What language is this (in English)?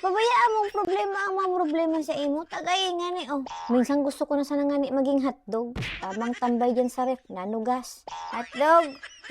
Bikol